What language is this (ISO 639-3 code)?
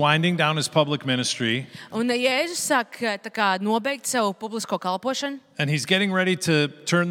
lav